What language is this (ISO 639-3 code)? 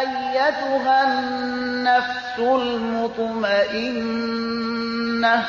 fas